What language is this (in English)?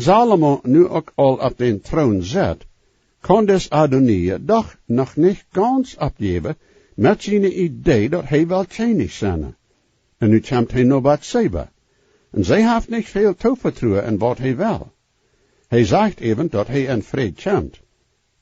Plautdietsch